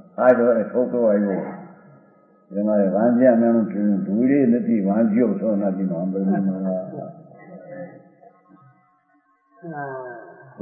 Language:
Gujarati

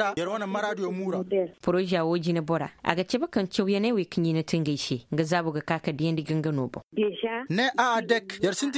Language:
Koyraboro Senni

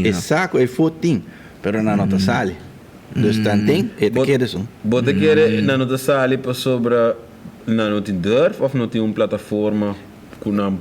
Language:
Papiamento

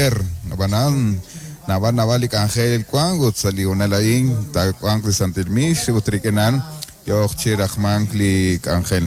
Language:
Kekchí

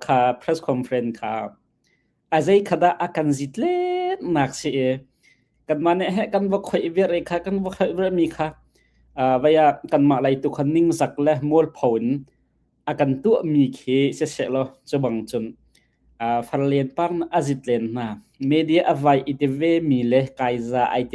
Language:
Hakha Chin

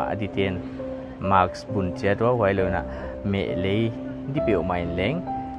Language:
Paite Chin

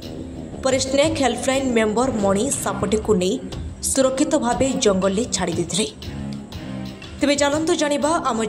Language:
Odia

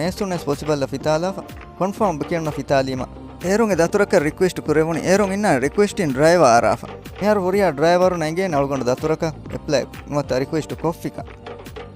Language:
Divehi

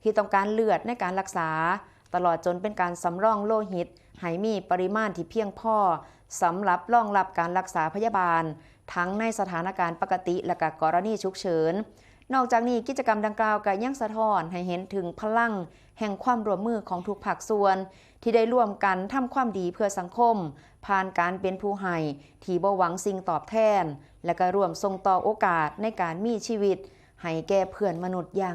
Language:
Northeastern Thai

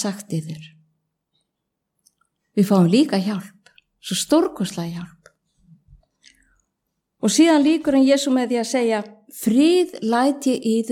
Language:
Icelandic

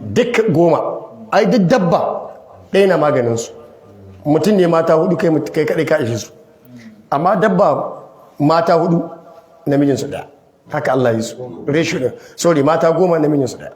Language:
Hausa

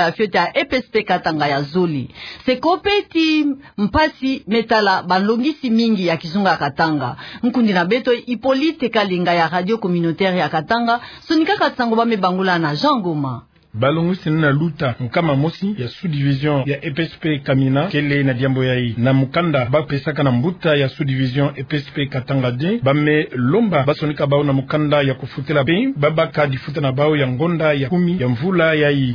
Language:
Kituba (Democratic Republic of Congo)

